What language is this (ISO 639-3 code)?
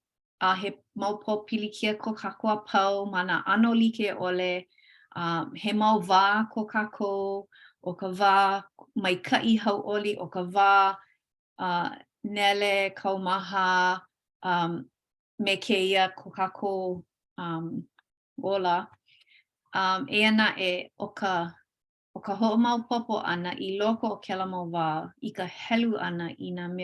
haw